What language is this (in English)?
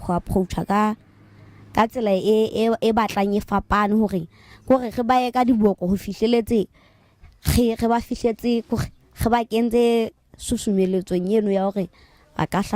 Southern Sotho